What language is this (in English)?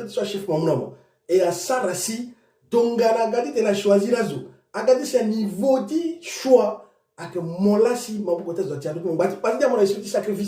Sango